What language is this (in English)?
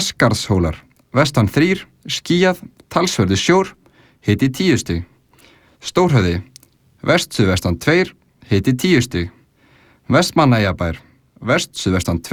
Icelandic